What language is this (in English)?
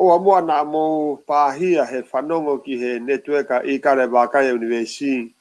Tongan